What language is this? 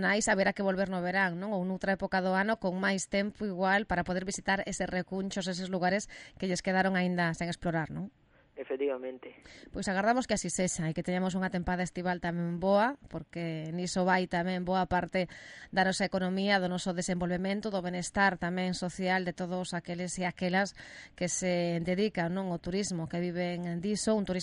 Galician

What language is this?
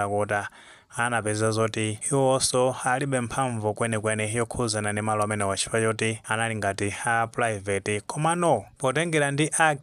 Nyanja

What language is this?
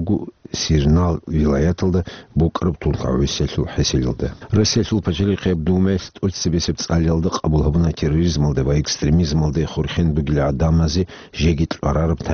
Avaric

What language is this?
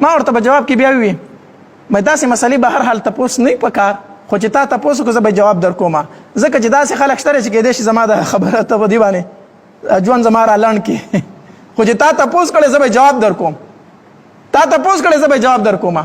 Pashto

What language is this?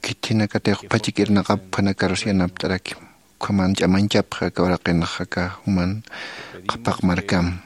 Aymara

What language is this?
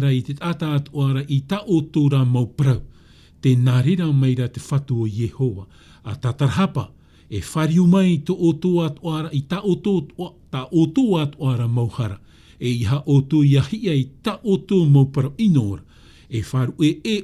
Tahitian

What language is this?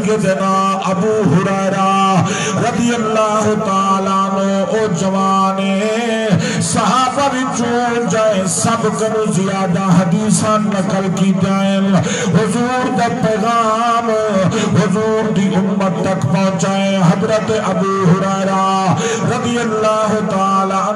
Saraiki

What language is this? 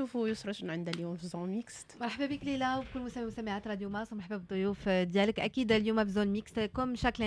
Moroccan Arabic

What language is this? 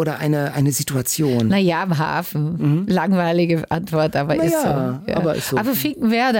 German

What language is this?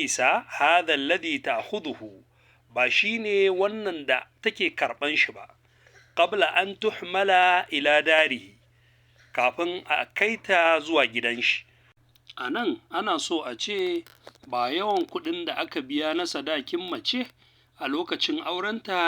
Hausa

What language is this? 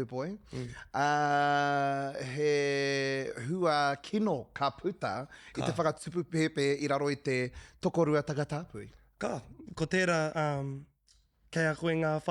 Māori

